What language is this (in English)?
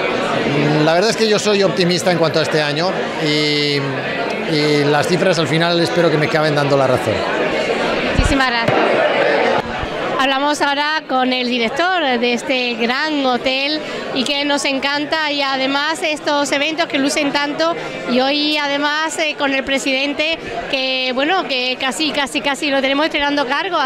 Spanish